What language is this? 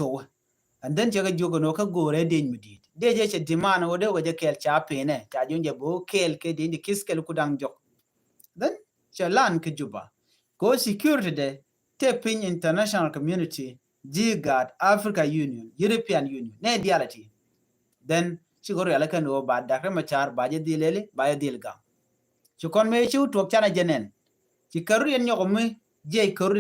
Nuer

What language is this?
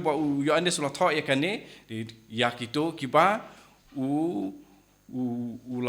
Khasi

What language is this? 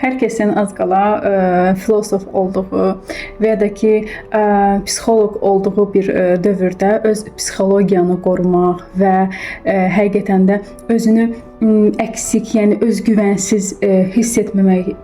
Azerbaijani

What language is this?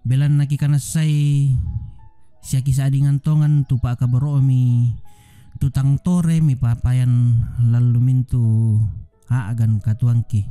Toraja-Sa'dan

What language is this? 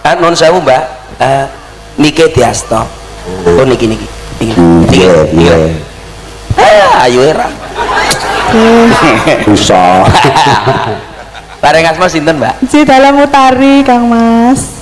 Javanese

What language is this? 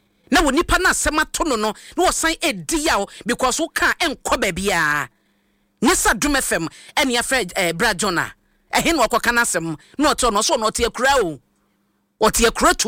Akan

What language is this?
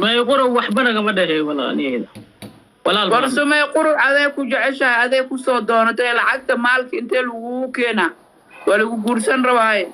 Somali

